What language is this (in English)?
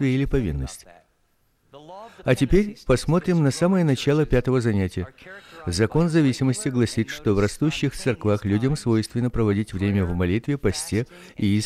Russian